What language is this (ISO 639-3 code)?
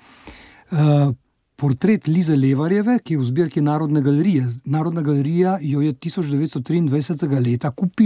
slv